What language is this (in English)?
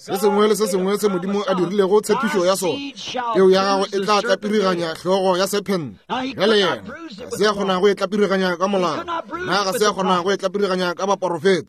Northern Sotho